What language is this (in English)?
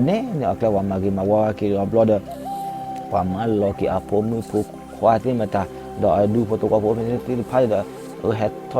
S'gaw Karen